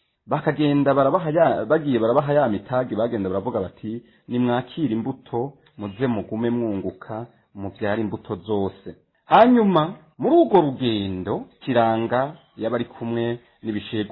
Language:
Rundi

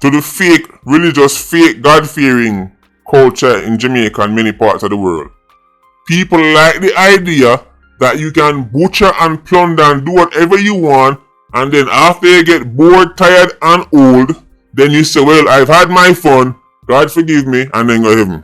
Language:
Jamaican Creole English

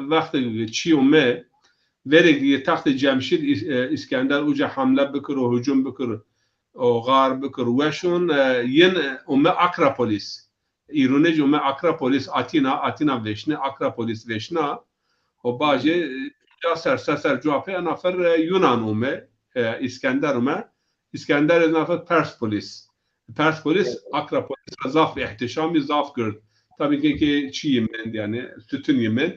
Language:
Zaza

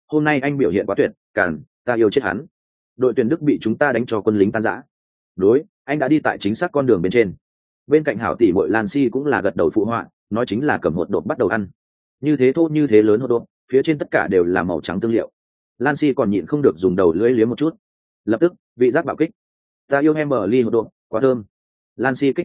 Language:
Vietnamese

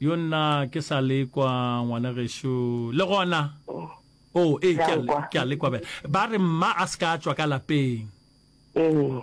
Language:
Northern Sotho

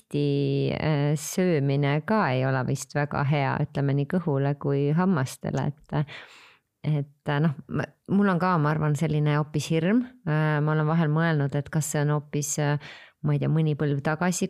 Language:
Estonian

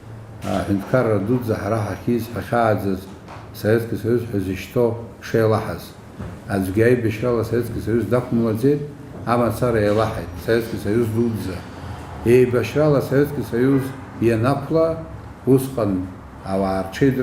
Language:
Abkhazian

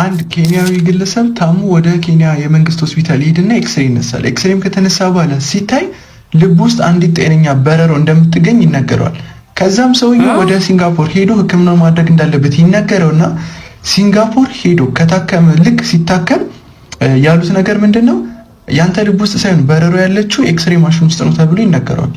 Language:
Amharic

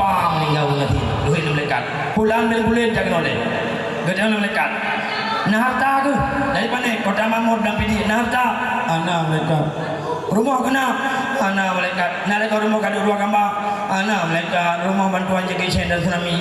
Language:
Achinese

